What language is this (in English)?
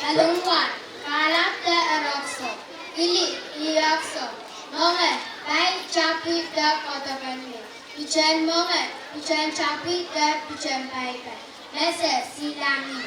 Pohnpeian